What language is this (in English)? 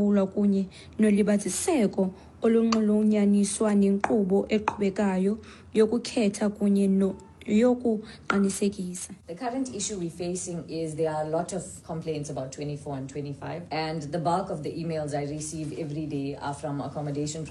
Xhosa